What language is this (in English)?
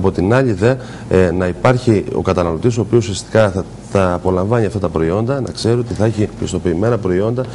Greek